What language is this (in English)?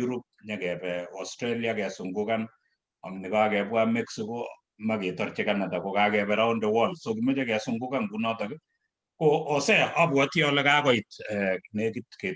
Kalenjin